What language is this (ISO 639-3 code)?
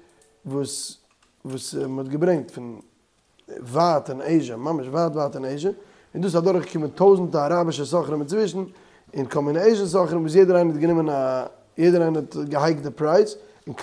yid